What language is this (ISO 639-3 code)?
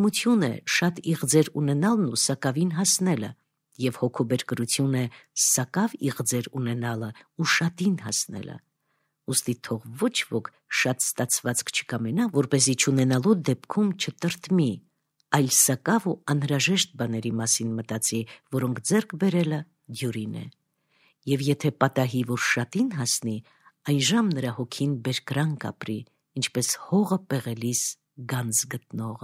hye